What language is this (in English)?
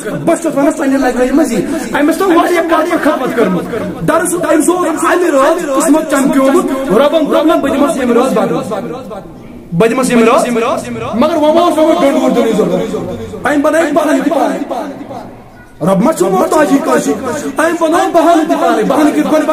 Kashmiri